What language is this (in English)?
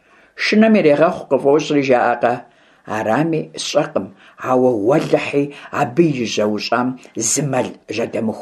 Kabardian